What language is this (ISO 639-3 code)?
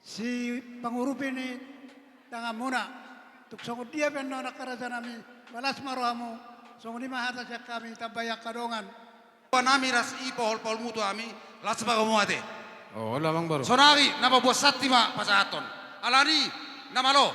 bbc